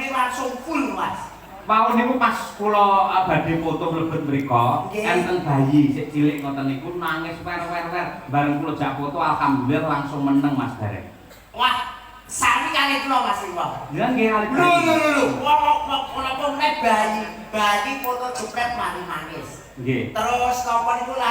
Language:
Javanese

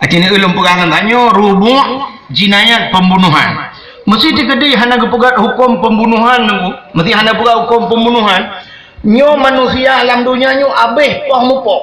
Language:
Achinese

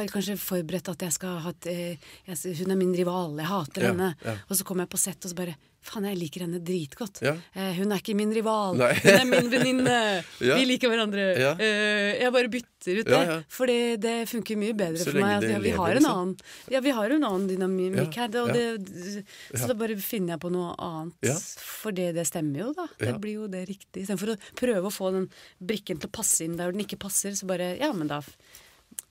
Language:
Norwegian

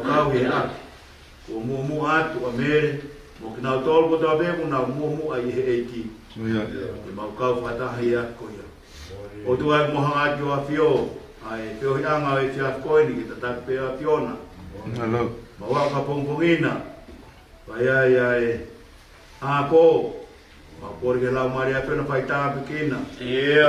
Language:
Tongan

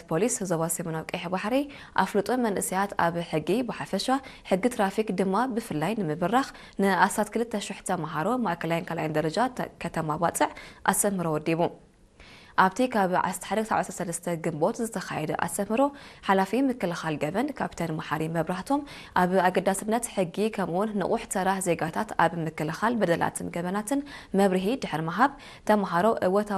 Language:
Tigrinya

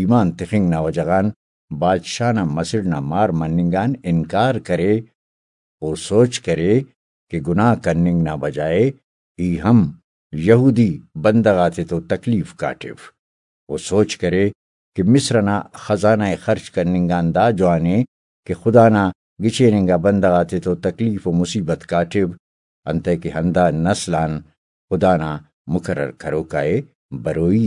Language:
Brahui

